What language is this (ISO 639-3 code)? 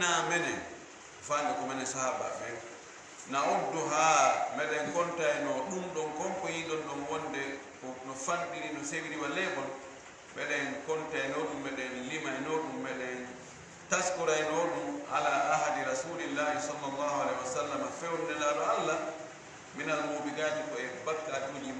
ful